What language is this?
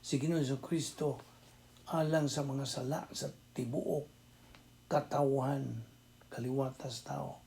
Cebuano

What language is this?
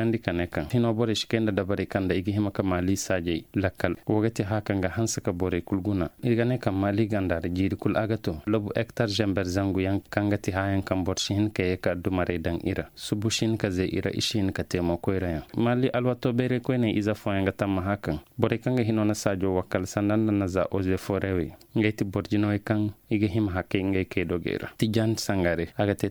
Koyraboro Senni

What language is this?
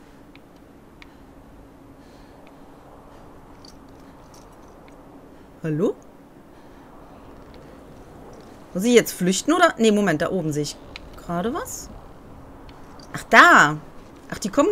German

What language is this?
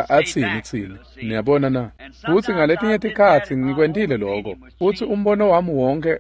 Swati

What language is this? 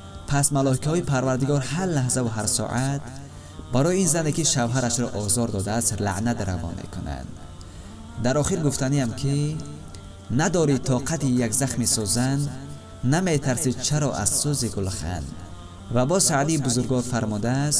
Tajik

